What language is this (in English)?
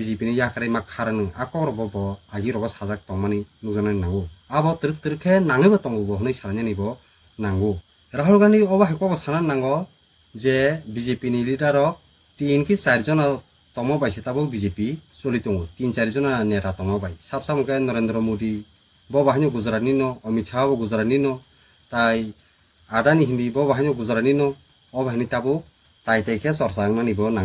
Kok Borok